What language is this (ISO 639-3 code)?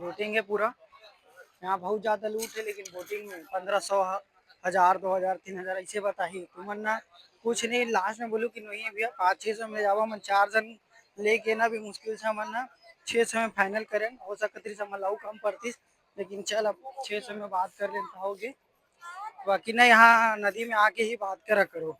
hne